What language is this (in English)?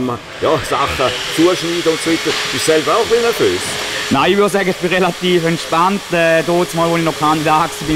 German